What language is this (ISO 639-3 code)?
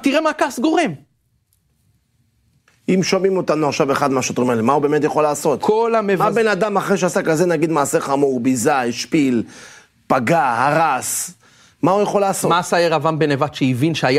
heb